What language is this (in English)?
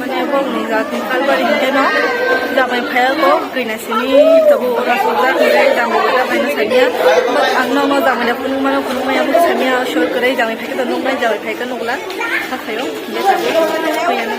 Kok Borok